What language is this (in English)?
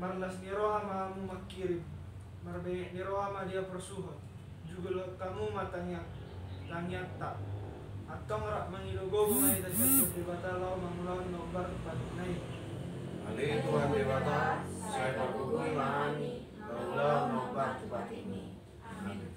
Batak Toba